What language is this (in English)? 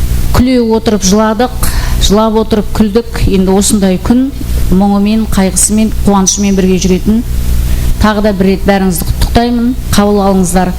Kara-Kalpak